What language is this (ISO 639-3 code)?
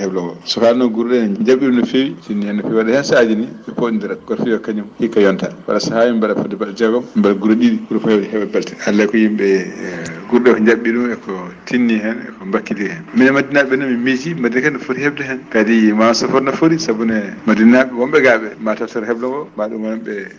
ful